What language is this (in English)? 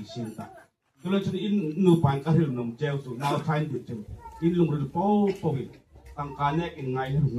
Hmar